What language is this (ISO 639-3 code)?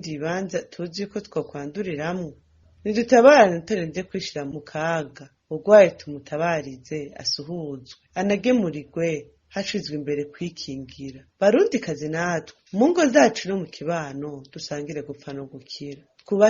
run